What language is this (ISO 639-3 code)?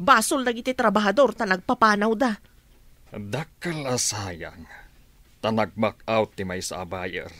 ilo